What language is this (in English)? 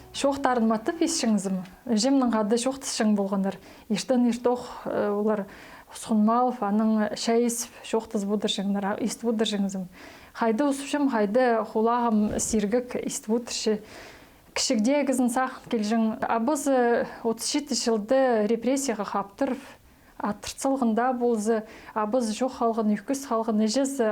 Khakas